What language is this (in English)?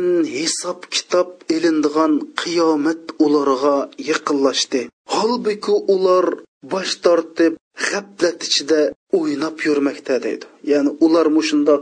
Uyghur